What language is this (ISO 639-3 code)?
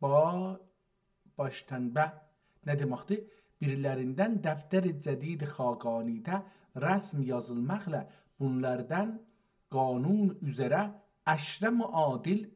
azb